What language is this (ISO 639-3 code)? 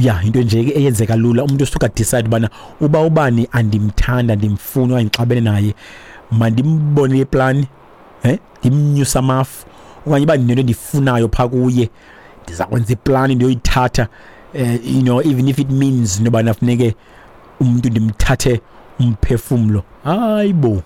xho